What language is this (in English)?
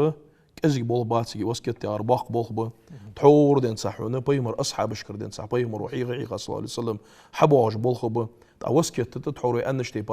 Ingush